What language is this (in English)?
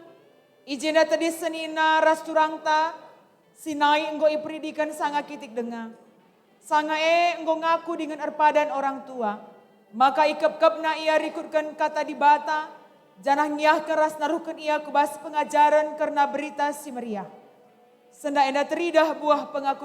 Batak Karo